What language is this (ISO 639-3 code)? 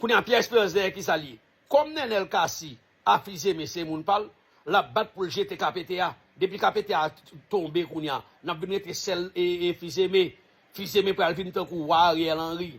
hat